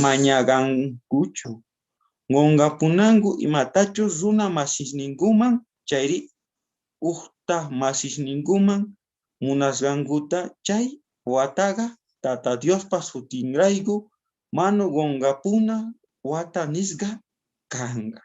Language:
South Bolivian Quechua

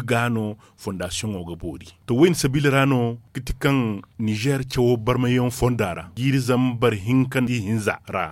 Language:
Zarma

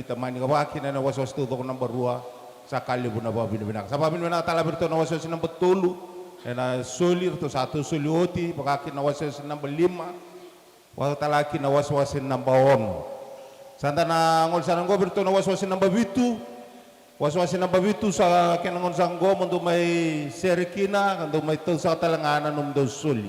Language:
Fijian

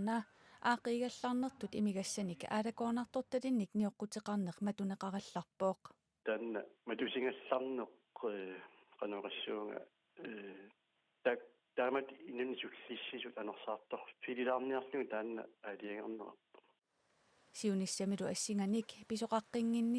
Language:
Kalaallisut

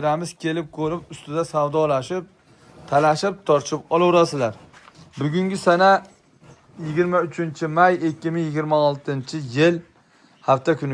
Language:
Uzbek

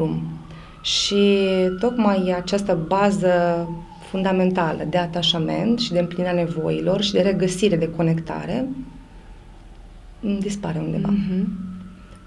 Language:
Romanian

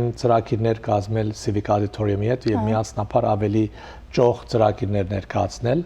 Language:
Western Armenian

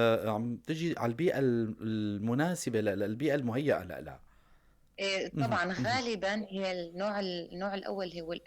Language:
North Levantine Arabic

